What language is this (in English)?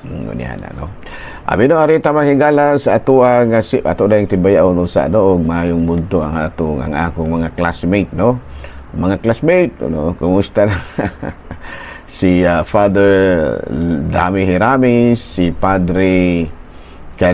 Cebuano